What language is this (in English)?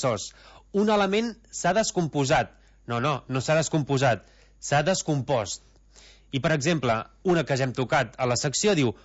Catalan